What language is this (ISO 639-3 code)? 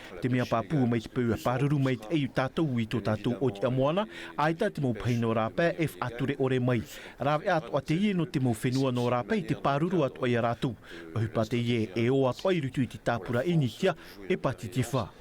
tah